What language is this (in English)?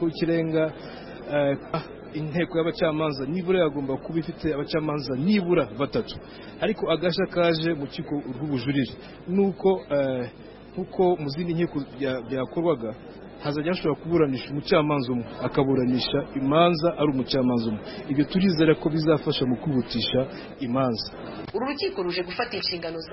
Kinyarwanda